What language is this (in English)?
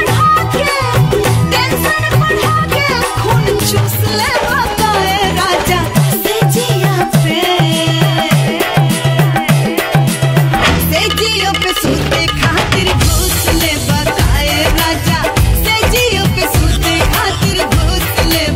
Bhojpuri